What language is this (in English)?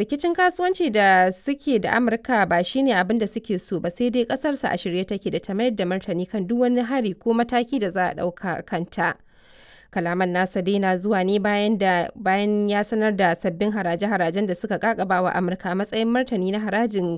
Hausa